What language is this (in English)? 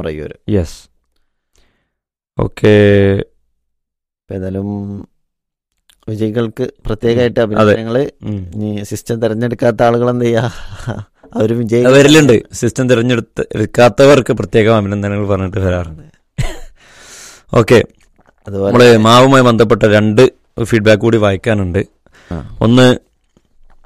Malayalam